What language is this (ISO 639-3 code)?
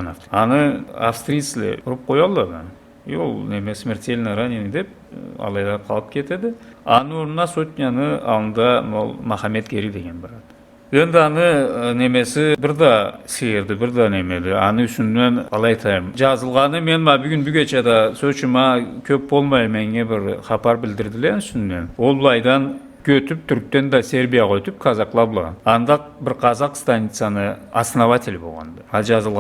krc